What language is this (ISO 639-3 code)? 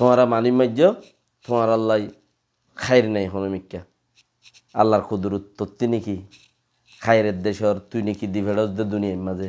rhg